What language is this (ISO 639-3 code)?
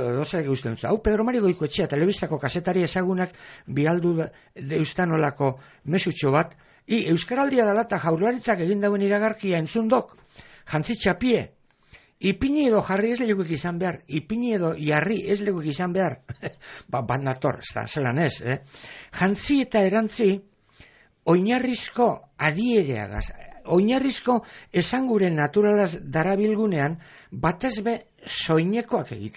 eus